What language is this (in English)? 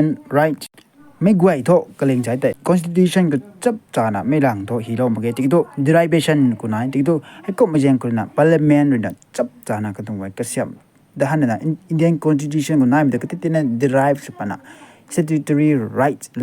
Rongmei Naga